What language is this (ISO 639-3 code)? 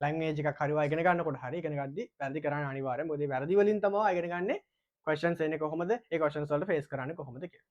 sin